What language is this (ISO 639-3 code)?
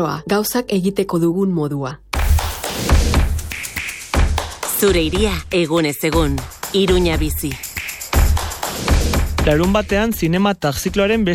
eus